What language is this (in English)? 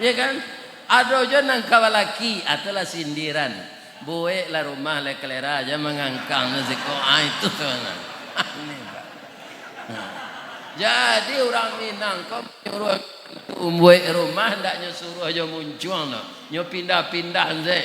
Minangkabau